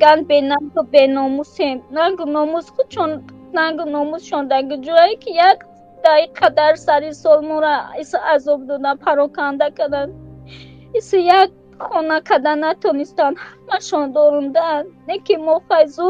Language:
Tajik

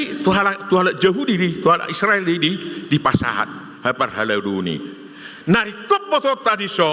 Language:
Batak Toba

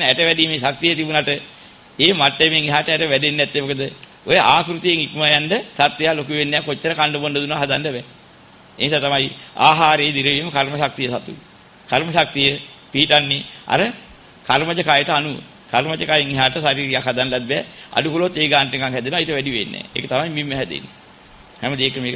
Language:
Sinhala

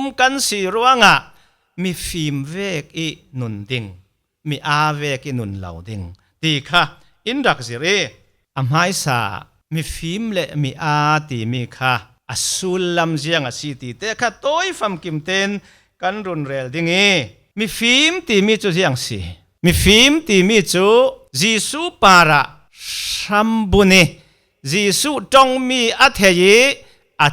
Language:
Falam Chin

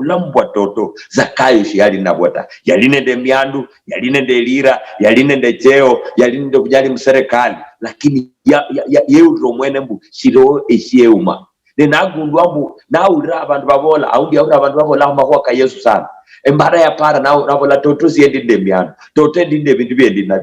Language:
Luyia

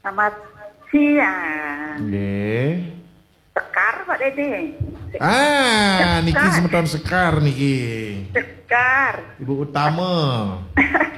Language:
Balinese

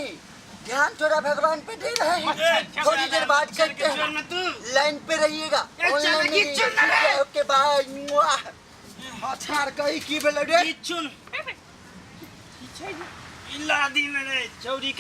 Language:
Maithili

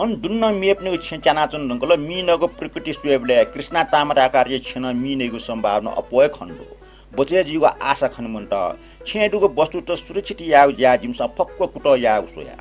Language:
Newari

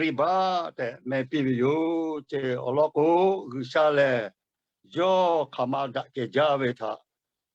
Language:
Lahu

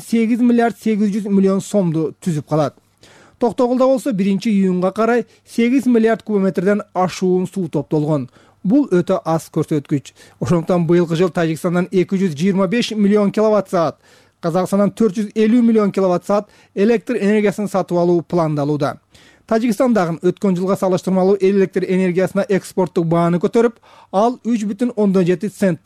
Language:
Kyrgyz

